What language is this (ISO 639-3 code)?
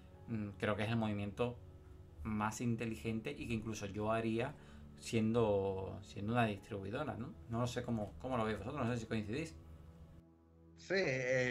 spa